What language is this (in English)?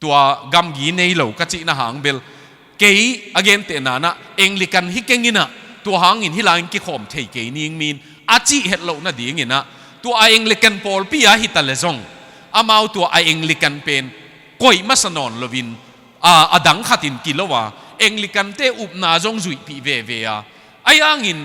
Tedim Chin